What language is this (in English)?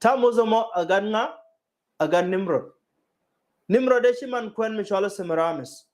Nuer